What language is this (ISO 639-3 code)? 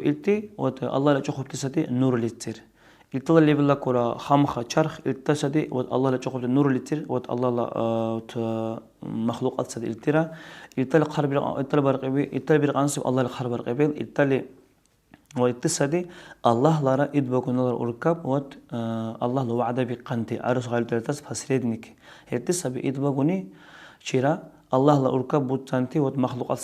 dar